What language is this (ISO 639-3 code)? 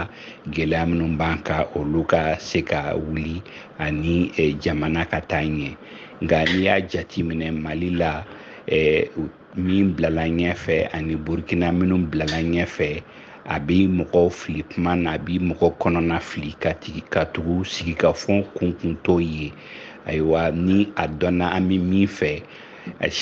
bam